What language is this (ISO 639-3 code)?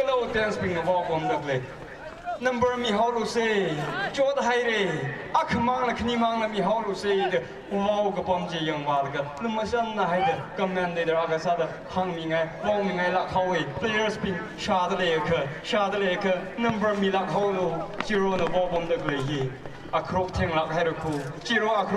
nmf